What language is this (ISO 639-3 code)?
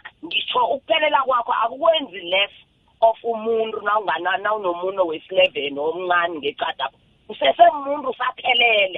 nbl